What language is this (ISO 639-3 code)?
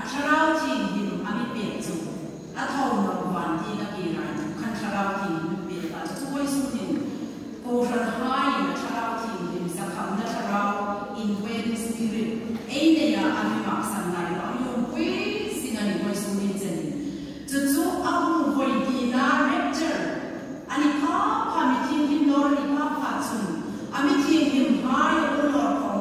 hmr